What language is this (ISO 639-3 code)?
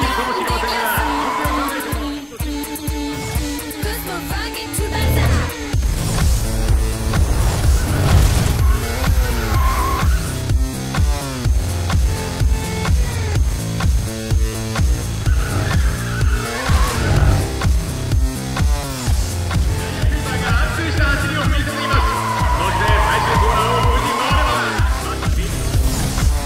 jpn